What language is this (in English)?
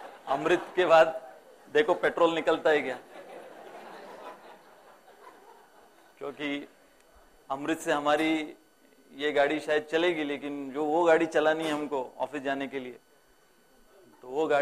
Hindi